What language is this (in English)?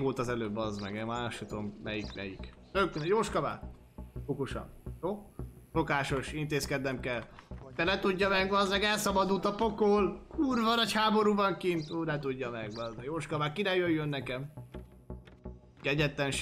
Hungarian